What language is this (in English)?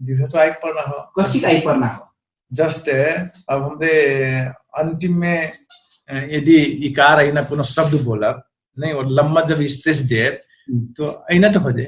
Dangaura Tharu